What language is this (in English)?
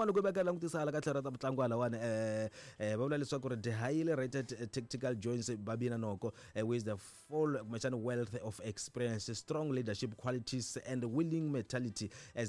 Tsonga